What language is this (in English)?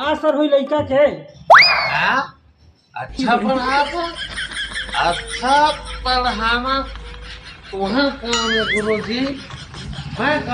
Chhattisgarhi